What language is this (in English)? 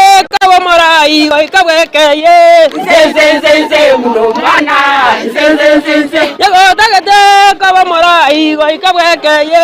Gusii